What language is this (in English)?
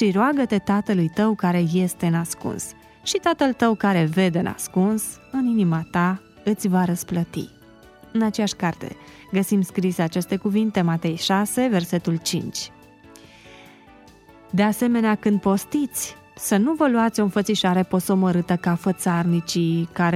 Romanian